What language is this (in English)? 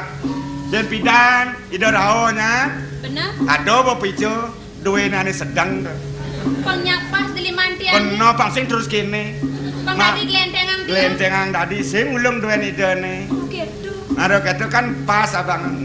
Balinese